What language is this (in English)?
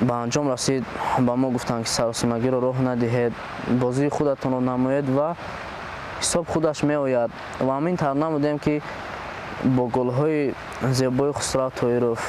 Tajik